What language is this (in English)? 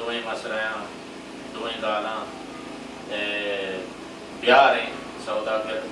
Baluchi